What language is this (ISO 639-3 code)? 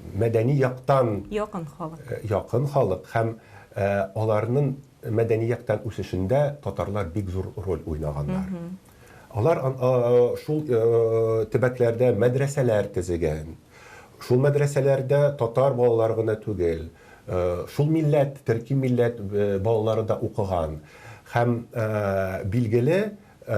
tat